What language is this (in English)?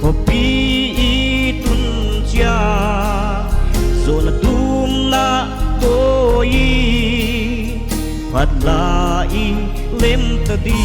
Paite Chin